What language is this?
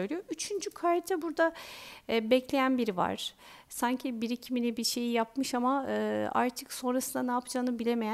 Turkish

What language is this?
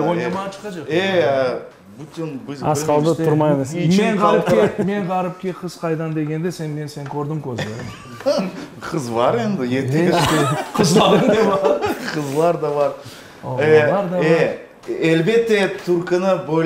Crimean Tatar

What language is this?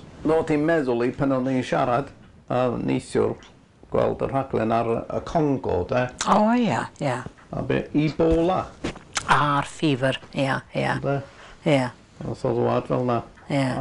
Welsh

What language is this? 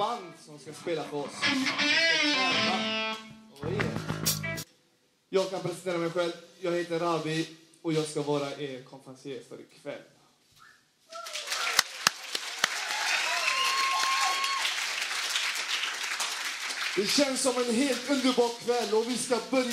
Swedish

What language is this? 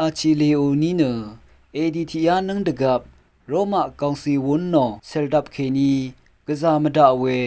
Rawang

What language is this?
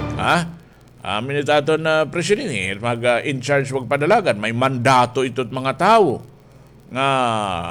Waray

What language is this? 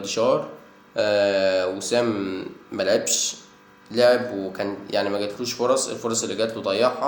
Egyptian Arabic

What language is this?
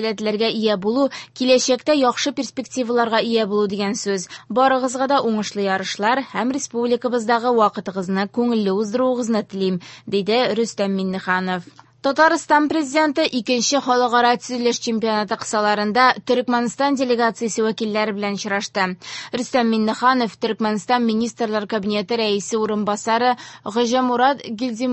Tatar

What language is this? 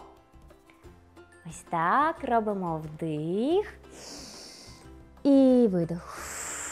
Ukrainian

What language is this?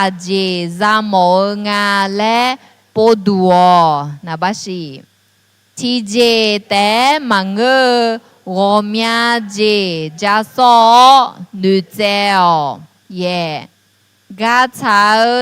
Akha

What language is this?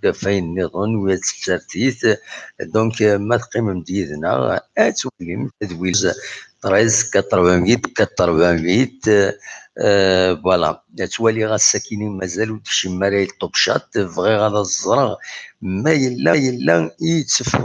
Kabyle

